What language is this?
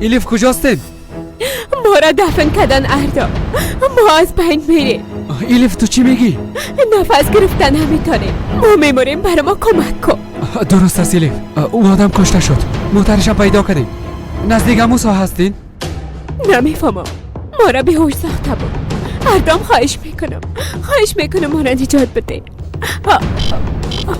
Persian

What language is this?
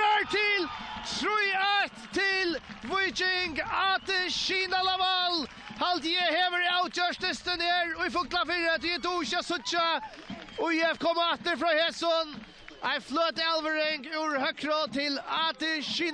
Faroese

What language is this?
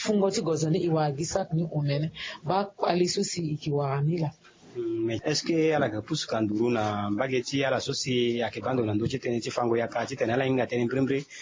Sango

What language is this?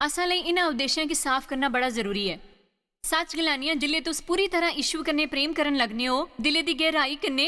Dogri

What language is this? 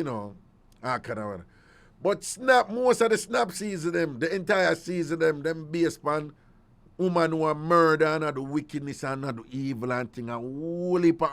Jamaican Creole English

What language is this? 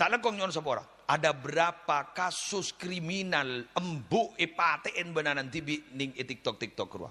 Madurese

